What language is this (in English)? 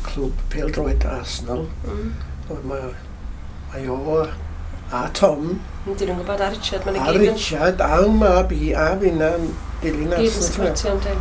Welsh